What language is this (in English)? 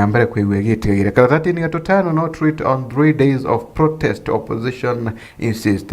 Meru